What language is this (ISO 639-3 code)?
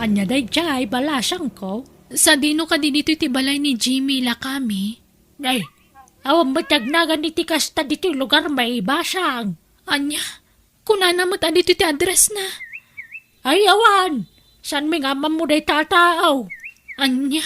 ilo